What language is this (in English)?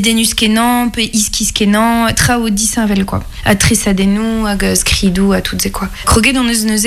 Breton